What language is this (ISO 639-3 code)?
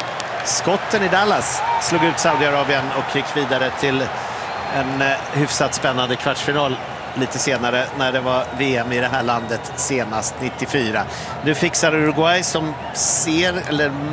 swe